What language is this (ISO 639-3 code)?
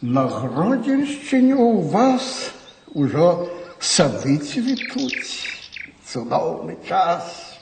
bel